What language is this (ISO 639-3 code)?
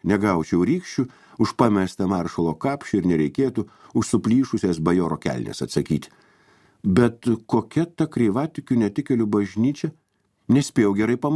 lit